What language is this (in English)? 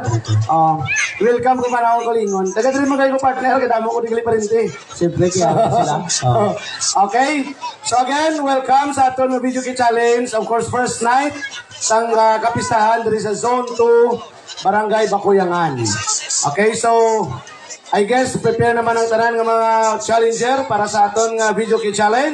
Hiligaynon